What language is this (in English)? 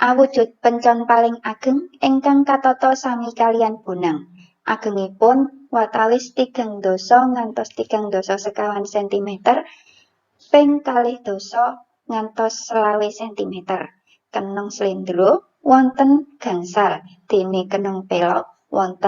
Javanese